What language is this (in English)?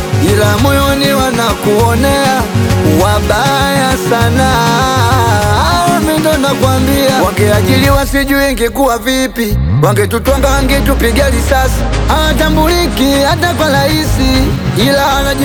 Swahili